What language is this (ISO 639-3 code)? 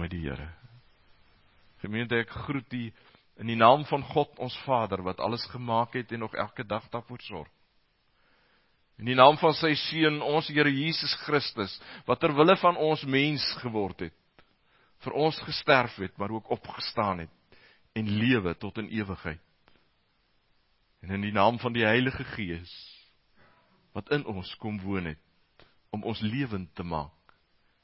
afr